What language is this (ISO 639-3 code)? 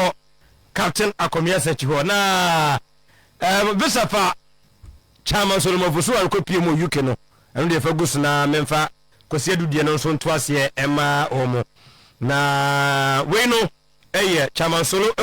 aka